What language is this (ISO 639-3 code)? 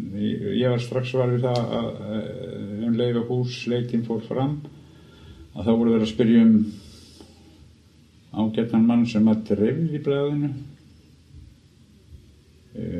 isl